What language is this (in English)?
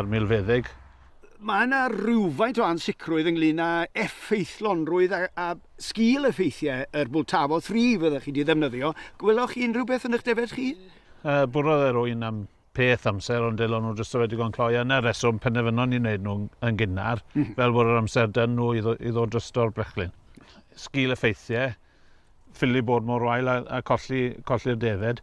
Welsh